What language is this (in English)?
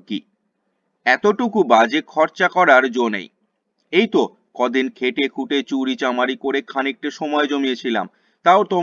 Bangla